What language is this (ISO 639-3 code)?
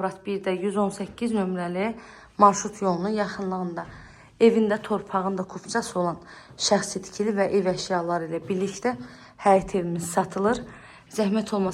aze